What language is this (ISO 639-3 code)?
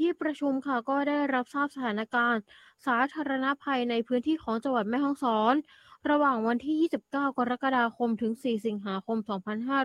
tha